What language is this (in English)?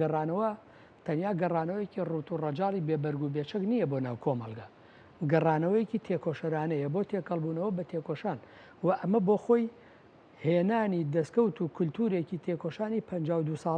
Central Kurdish